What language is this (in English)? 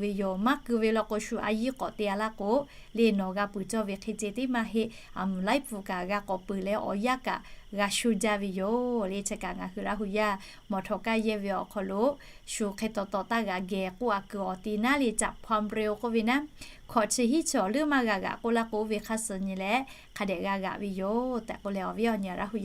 Lahu